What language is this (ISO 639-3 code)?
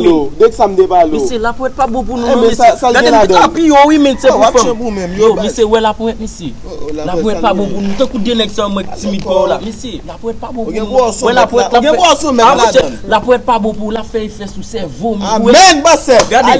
hat